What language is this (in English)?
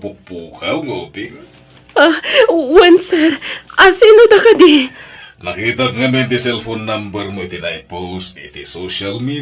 Iloko